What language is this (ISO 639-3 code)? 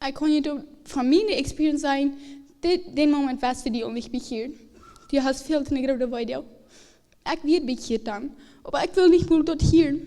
pdt